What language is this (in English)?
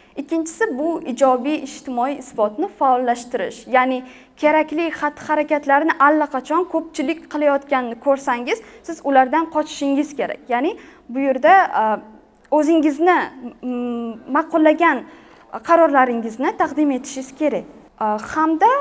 Uzbek